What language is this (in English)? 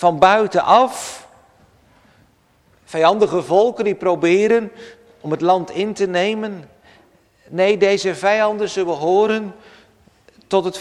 Dutch